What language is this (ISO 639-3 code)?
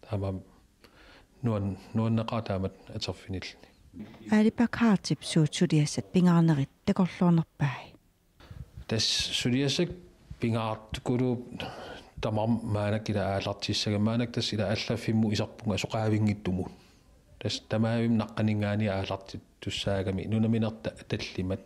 kal